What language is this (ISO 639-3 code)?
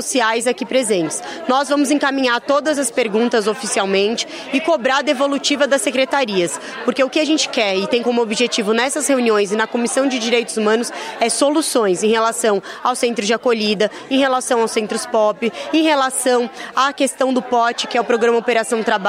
por